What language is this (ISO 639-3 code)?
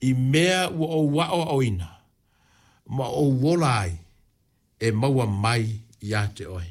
smo